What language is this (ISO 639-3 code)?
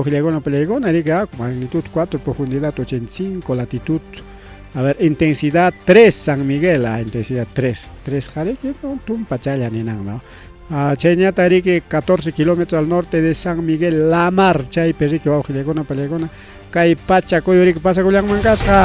quy